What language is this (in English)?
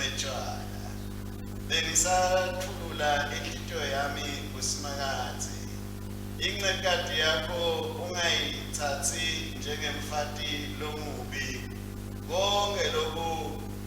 Swati